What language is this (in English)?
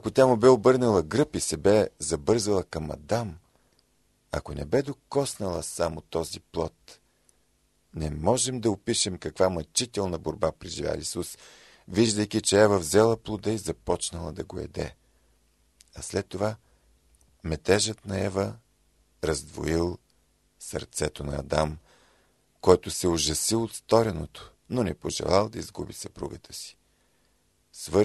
Bulgarian